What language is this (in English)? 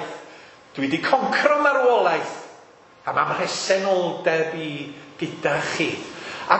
Welsh